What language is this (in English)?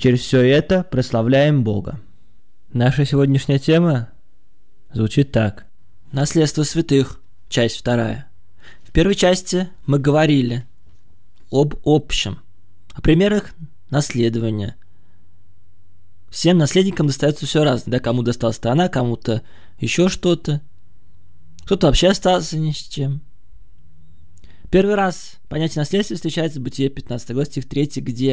Russian